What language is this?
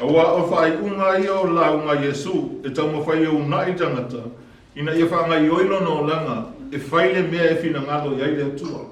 Samoan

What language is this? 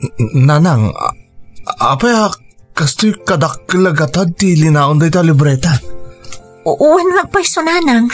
Iloko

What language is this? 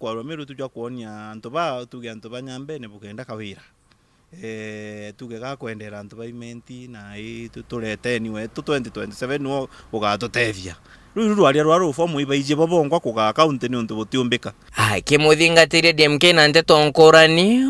Meru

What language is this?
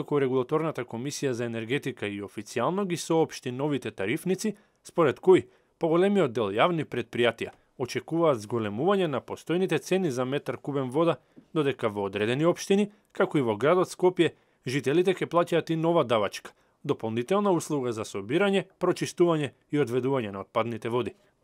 Macedonian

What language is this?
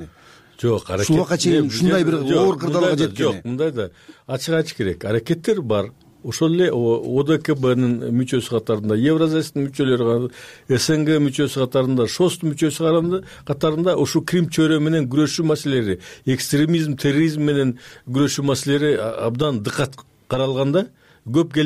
Kyrgyz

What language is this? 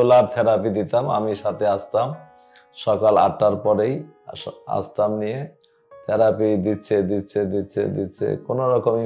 Bangla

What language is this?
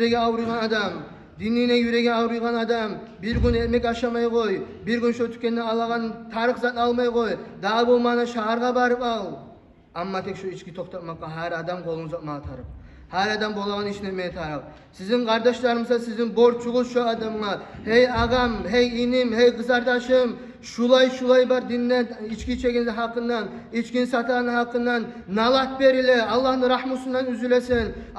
Kumyk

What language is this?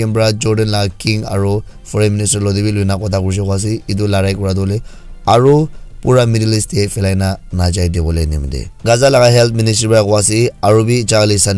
Naga Pidgin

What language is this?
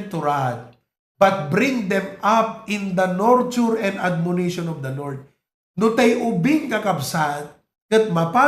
Iloko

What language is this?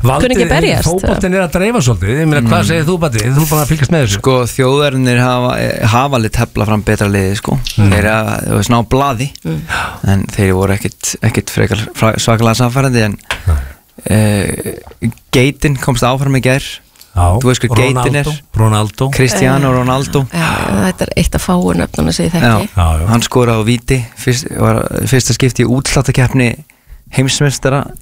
Icelandic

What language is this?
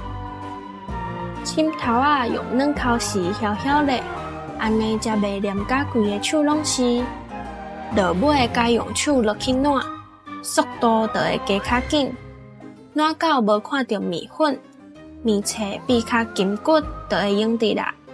Min Nan Chinese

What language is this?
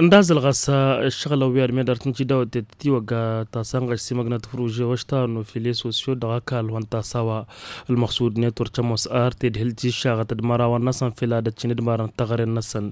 Tamasheq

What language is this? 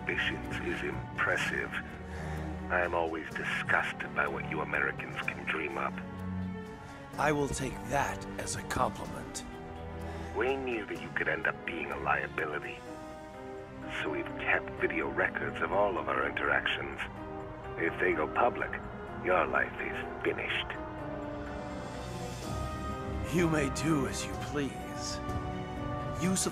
English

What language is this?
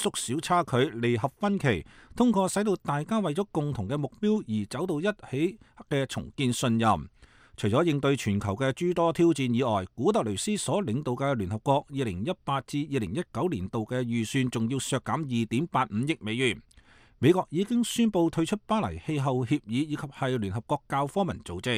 Cantonese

